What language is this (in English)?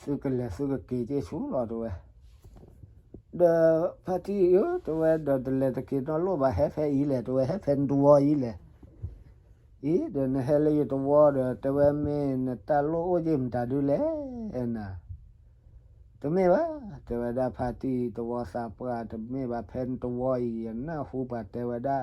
S'gaw Karen